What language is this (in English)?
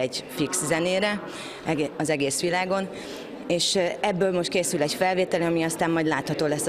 Hungarian